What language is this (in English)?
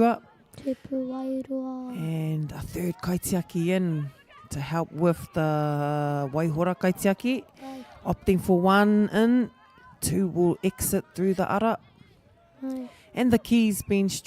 Māori